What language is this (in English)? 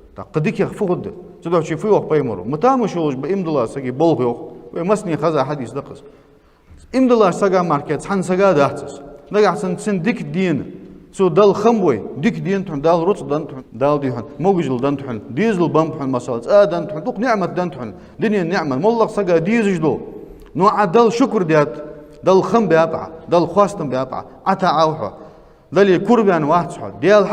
Ingush